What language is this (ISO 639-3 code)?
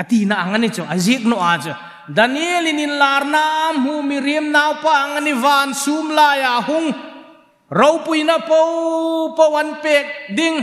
hmr